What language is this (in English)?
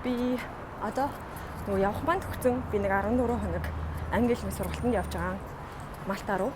Mongolian